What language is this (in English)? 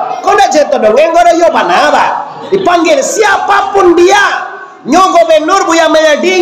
Minangkabau